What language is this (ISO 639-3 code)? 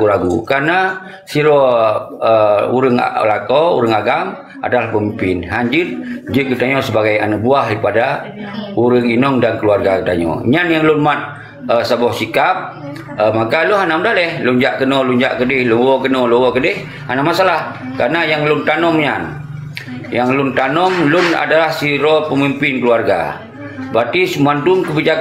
ace